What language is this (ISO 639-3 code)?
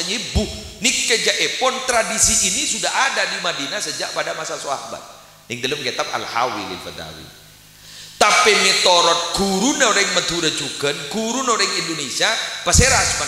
mad